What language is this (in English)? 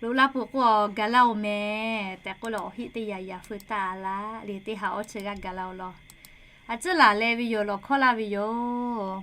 Lahu